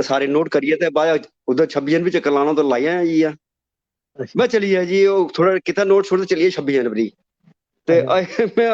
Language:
Dogri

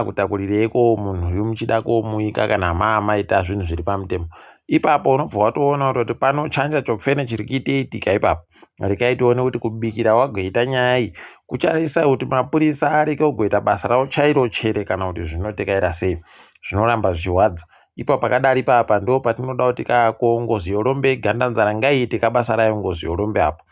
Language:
Ndau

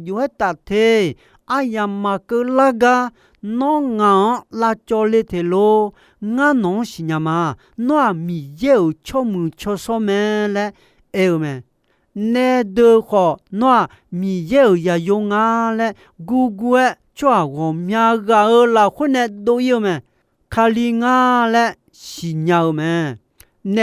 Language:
Akha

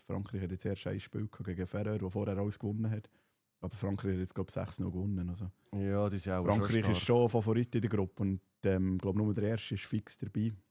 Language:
Swiss German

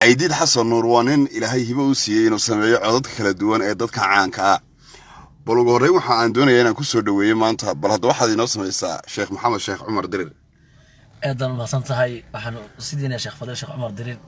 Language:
Somali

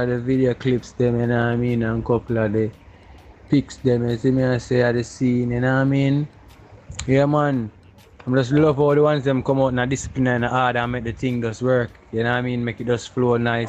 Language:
Jamaican Creole English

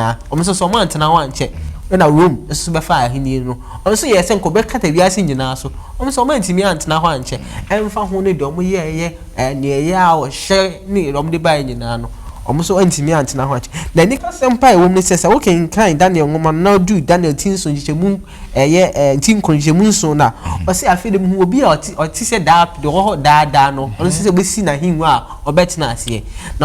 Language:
Akan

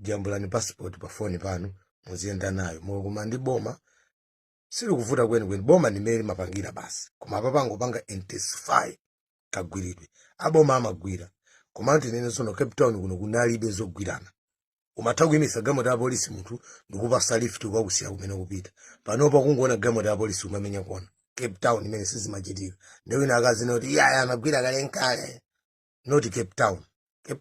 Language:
Nyanja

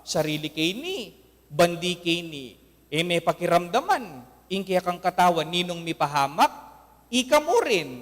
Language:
Pampanga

